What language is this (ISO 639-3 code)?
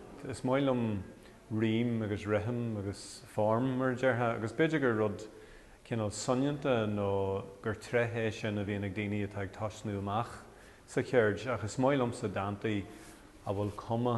gle